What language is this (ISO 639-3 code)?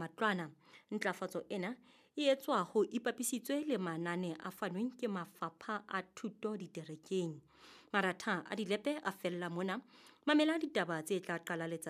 sot